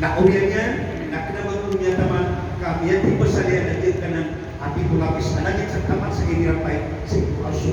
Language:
Maranao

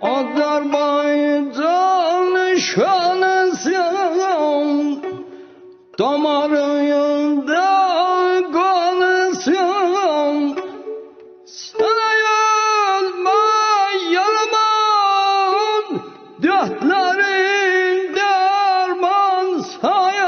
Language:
South Azerbaijani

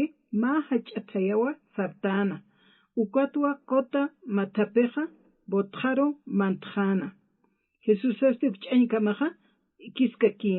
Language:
Aymara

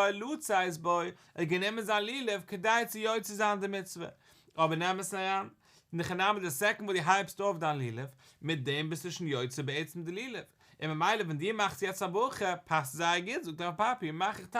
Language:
Yiddish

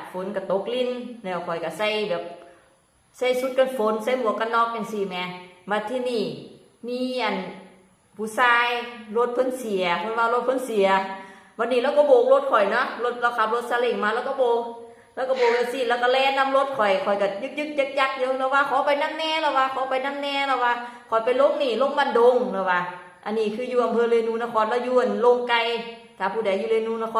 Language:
Lao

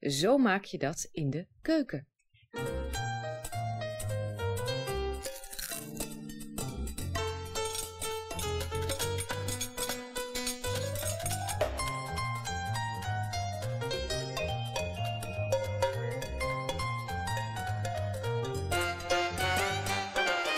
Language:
Dutch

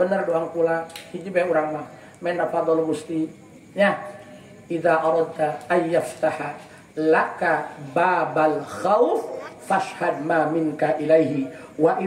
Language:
Sundanese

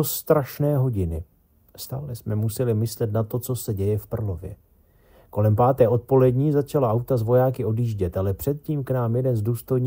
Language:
Czech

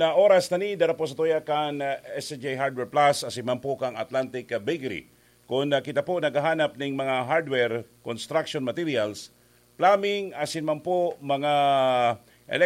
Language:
Bikol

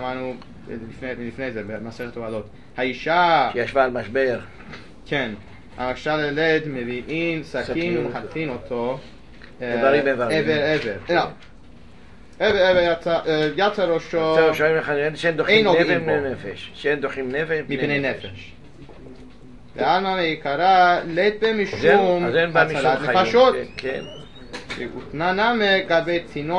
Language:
Hebrew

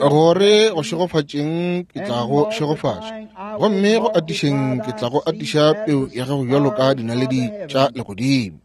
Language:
Northern Sotho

